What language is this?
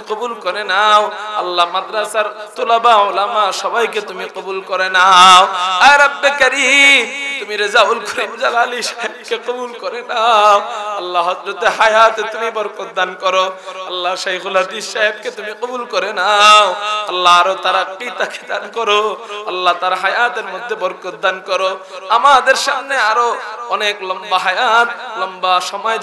Bangla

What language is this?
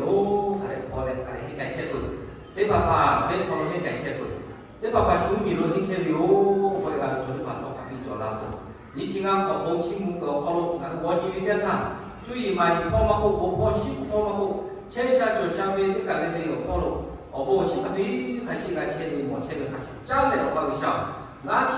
Lahu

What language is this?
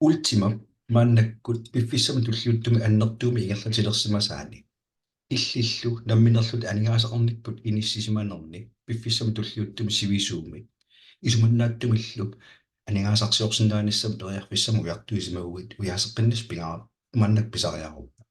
Kalaallisut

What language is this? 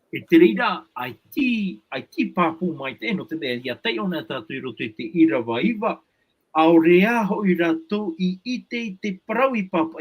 Tahitian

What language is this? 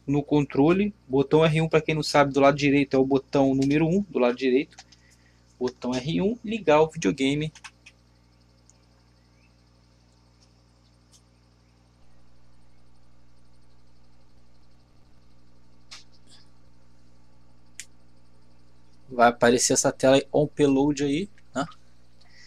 Portuguese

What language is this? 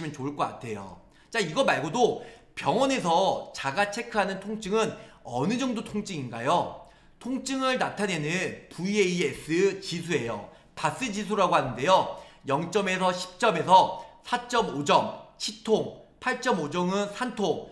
Korean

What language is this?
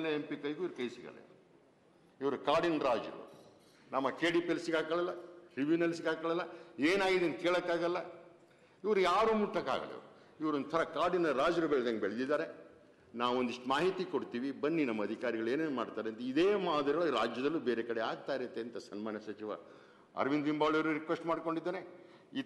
Kannada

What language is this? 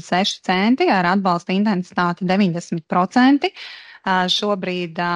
Latvian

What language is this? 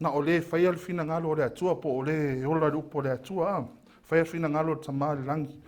Samoan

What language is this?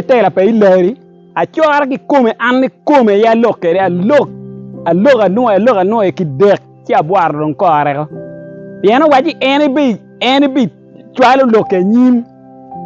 Acoli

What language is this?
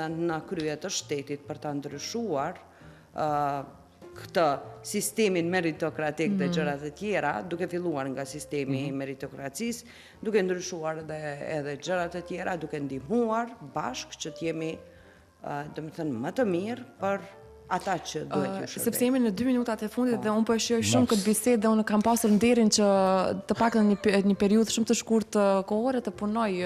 Albanian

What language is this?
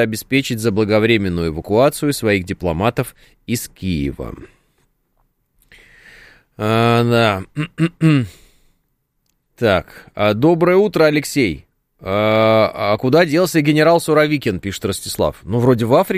Russian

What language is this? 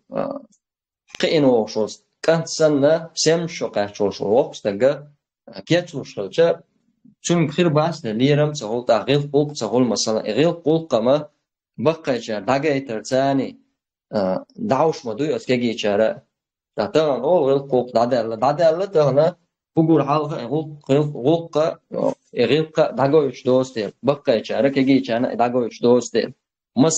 Chechen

